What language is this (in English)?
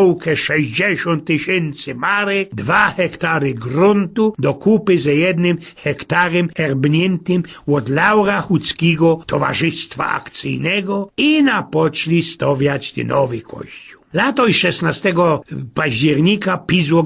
Silesian